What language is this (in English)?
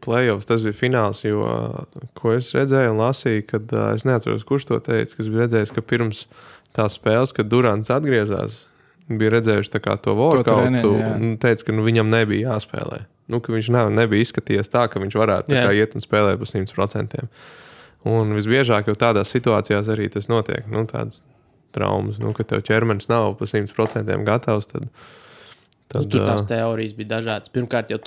Latvian